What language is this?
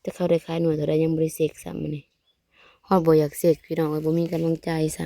Northeastern Thai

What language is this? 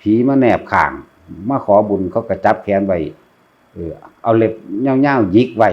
Northeastern Thai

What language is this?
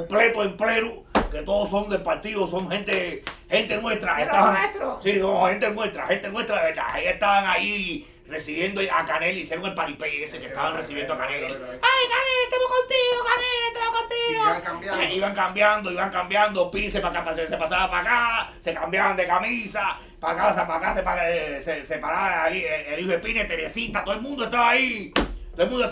Spanish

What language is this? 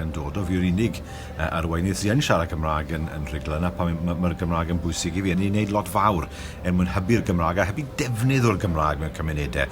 Welsh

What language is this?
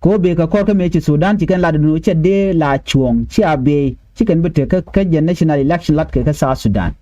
Nuer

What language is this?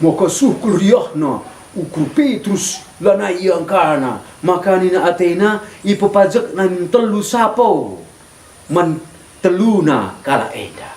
Batak Karo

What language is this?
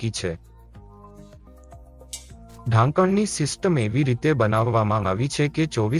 Gujarati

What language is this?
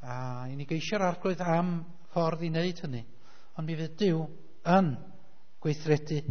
Welsh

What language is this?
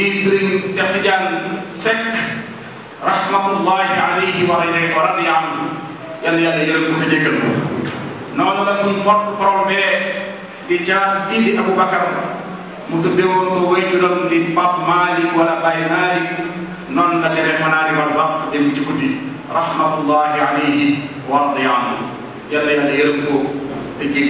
Wolof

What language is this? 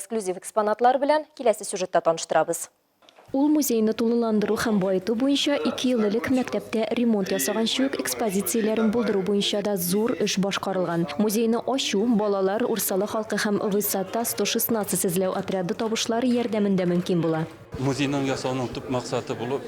Tatar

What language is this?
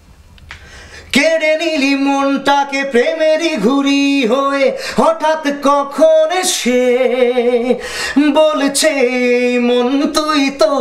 Bangla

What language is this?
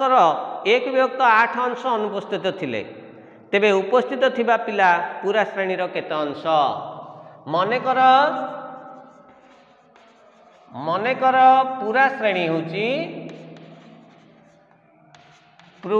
Odia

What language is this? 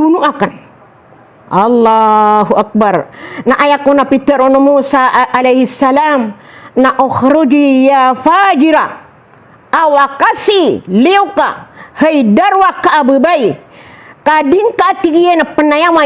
Maranao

